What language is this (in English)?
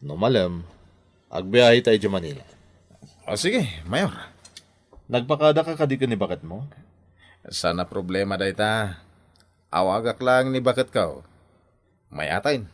Iloko